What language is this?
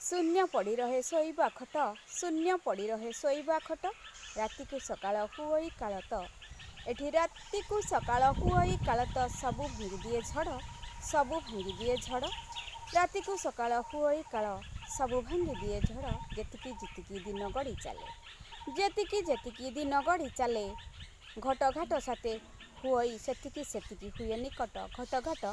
Odia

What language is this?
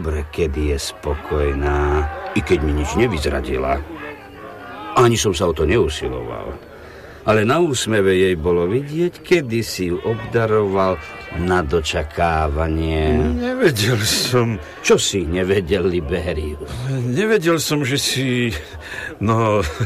Slovak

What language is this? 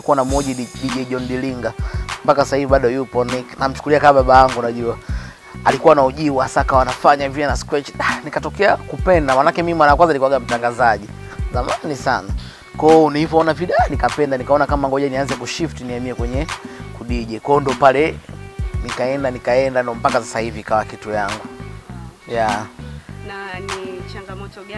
Swahili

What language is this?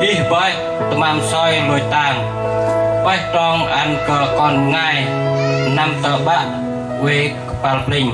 Bahnar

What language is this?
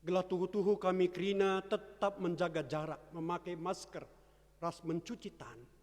Batak Karo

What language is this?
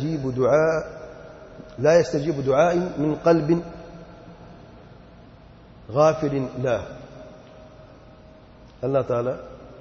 Urdu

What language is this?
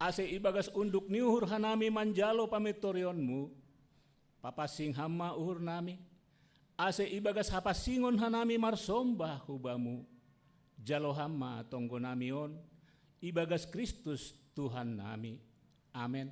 Batak Simalungun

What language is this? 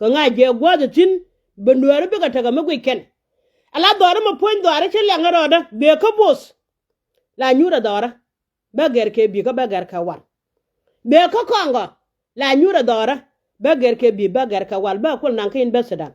Nuer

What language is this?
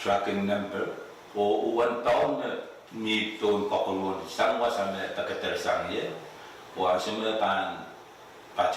Pohnpeian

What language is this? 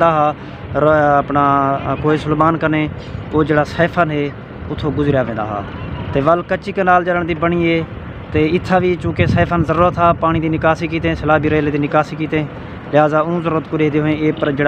Saraiki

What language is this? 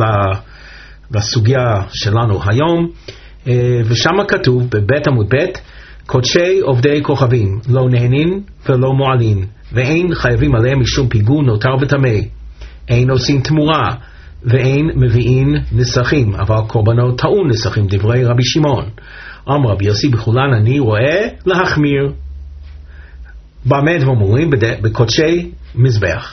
Hebrew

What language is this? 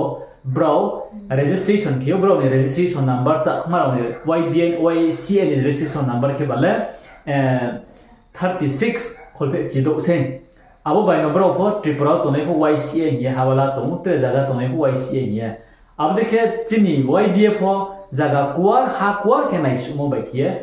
Riang (India)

